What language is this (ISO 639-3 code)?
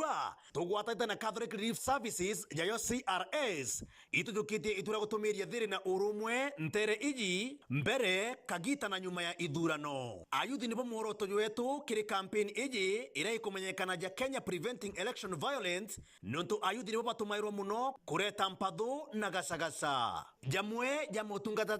mer